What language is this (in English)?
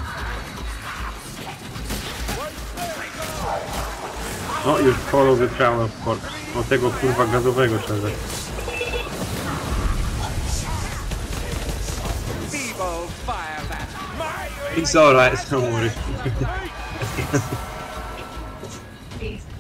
Polish